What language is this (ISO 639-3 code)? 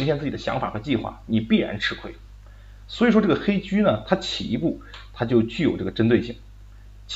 zho